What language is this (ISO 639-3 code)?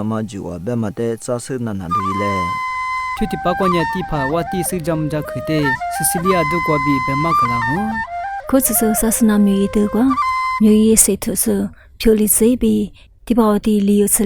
lis